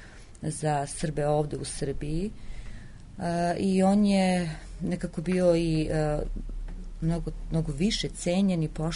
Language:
Serbian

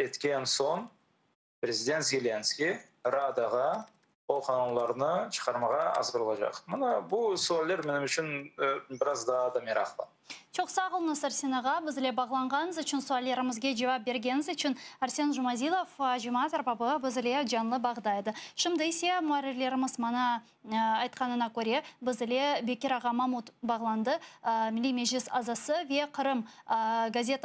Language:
Crimean Tatar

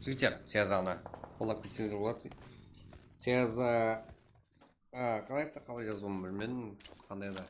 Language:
Kara-Kalpak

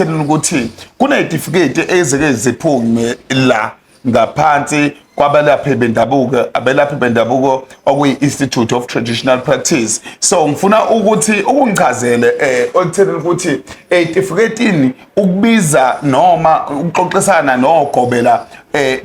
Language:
Zulu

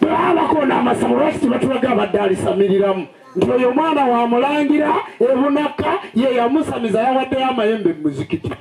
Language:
Ganda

